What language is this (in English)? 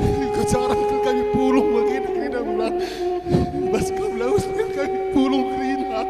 Batak Karo